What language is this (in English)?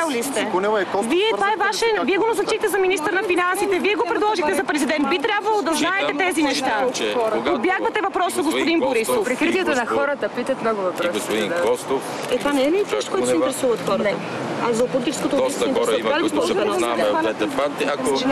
Bulgarian